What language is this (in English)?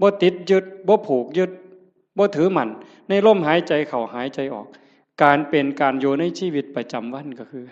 Northeastern Thai